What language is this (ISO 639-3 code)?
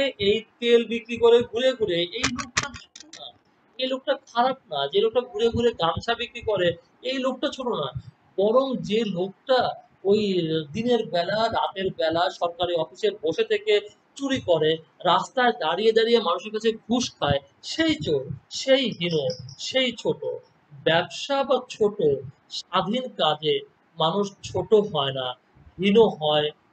ben